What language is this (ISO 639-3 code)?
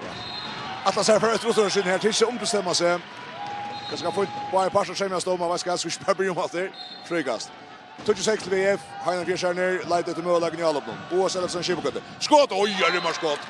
fao